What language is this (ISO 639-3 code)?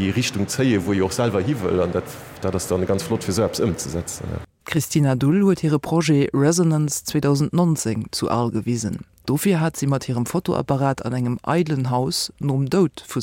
ltz